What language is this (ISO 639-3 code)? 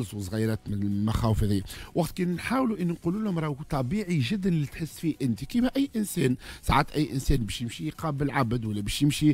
aeb